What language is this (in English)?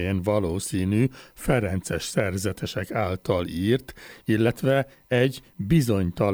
Hungarian